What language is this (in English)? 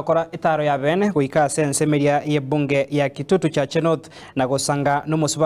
Gusii